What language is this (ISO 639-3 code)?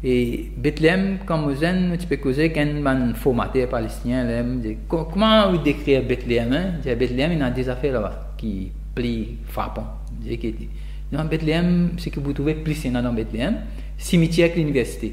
mfe